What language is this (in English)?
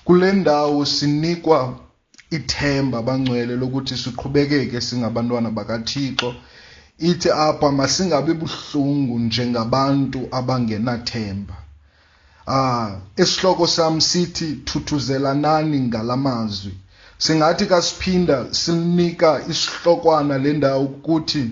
Xhosa